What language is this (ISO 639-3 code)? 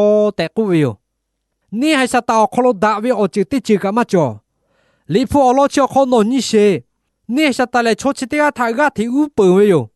lhu